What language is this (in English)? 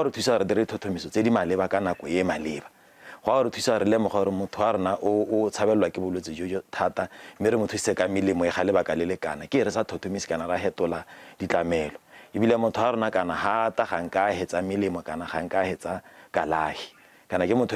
Tswana